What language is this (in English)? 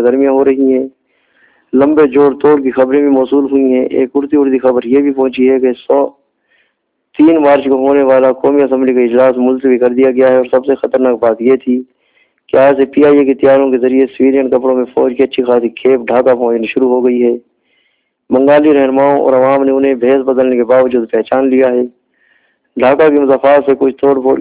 Urdu